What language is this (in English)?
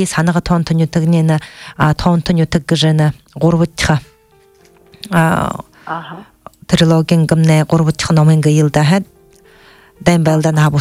Buriat